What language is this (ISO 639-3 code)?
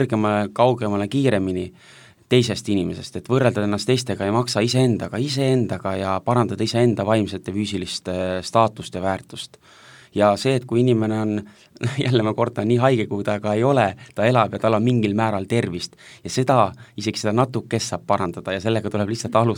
est